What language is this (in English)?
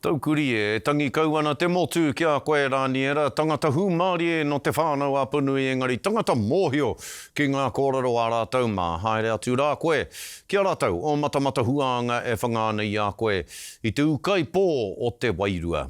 Māori